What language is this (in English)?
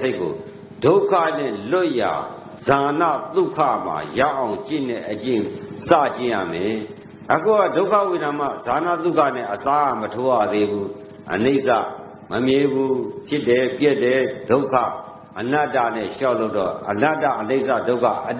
Burmese